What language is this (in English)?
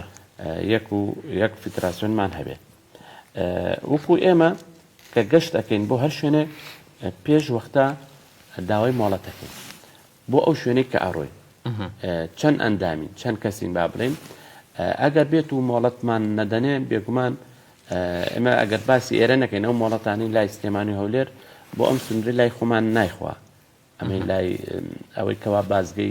Central Kurdish